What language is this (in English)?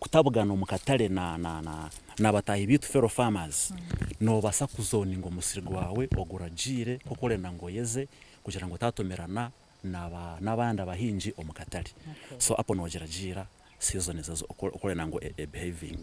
Nyankole